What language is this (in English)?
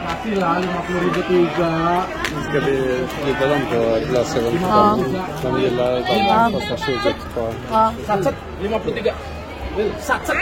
Betawi